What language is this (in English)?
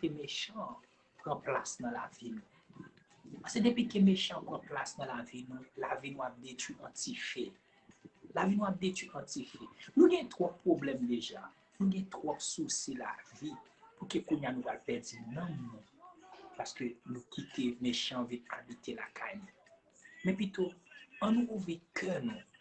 Haitian Creole